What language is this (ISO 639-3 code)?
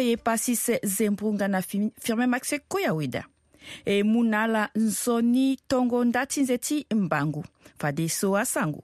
sag